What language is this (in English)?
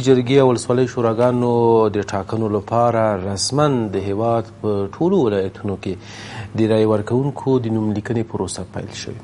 Pashto